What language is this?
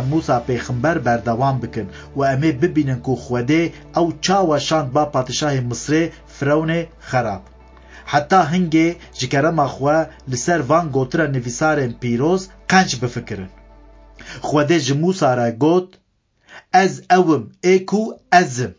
Kurdish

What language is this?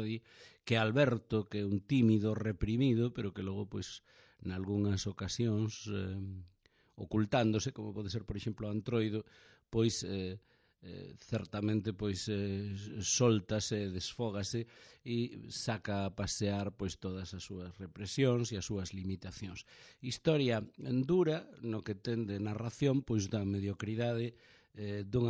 Galician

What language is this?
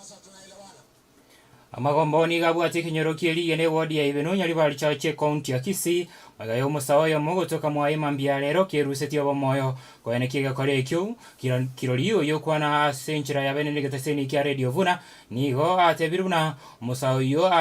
Gusii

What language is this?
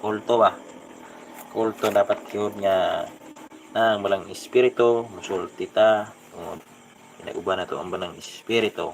Cebuano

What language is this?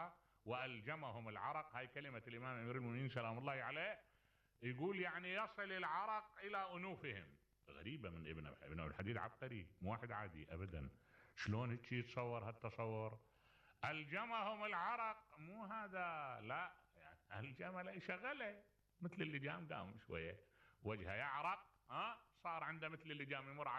Mesopotamian Arabic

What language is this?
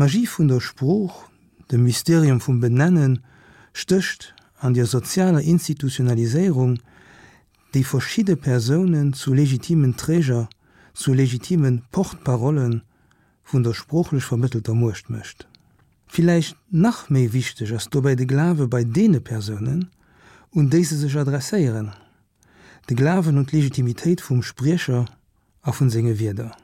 Luxembourgish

